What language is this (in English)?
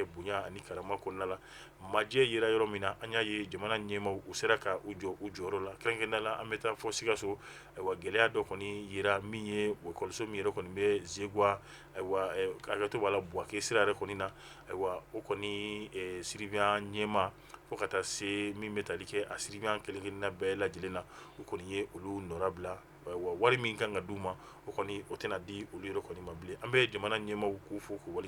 Bambara